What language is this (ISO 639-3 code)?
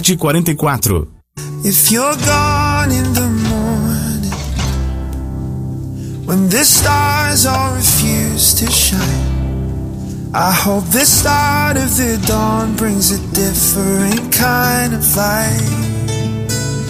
por